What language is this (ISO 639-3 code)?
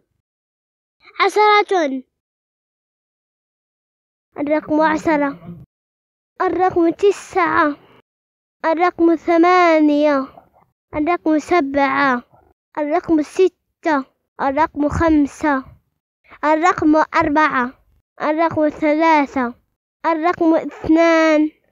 ara